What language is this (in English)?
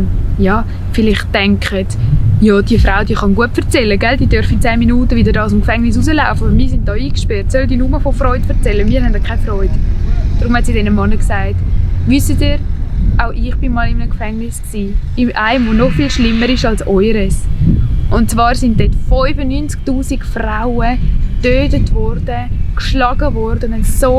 Swiss German